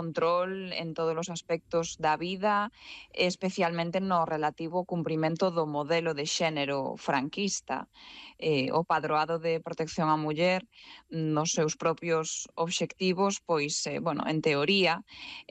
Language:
Galician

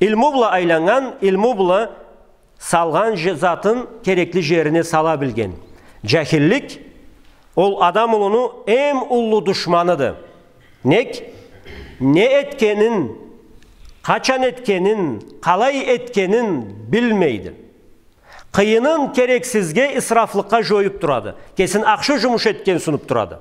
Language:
Karachay-Balkar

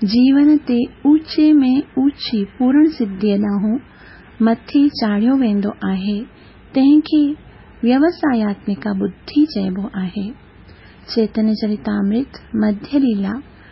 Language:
Sindhi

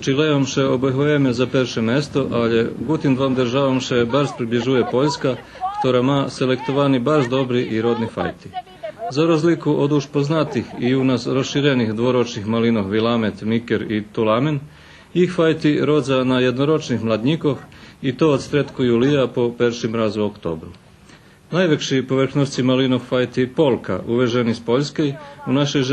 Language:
Rusyn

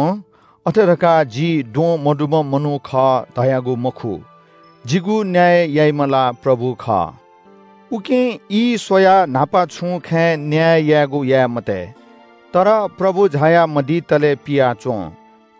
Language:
Newari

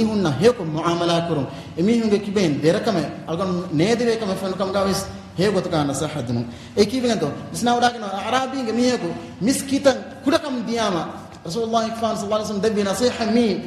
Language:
Divehi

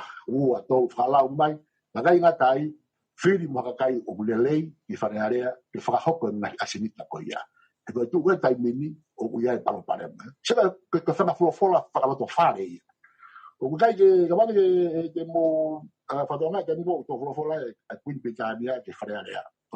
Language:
Tongan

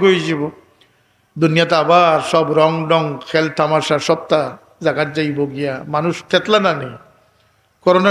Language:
Sylheti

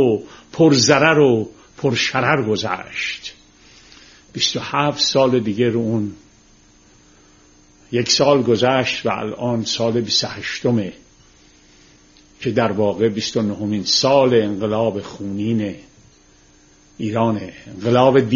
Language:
Persian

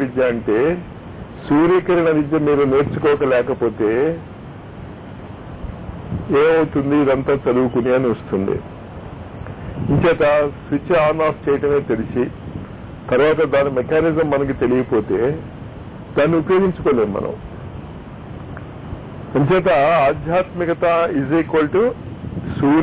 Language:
Telugu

